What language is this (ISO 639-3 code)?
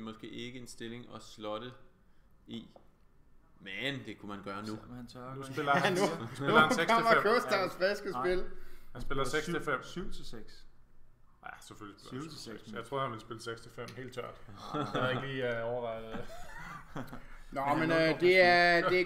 dan